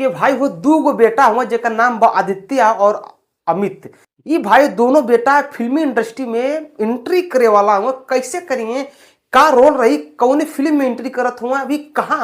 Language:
Bhojpuri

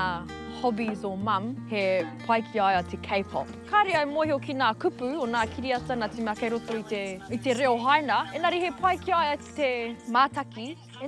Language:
Māori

